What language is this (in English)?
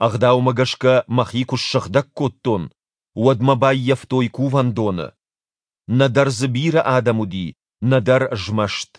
Ossetic